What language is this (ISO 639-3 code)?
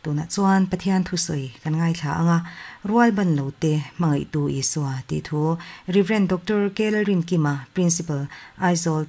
lus